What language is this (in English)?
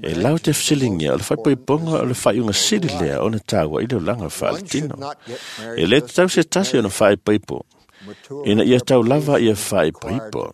Samoan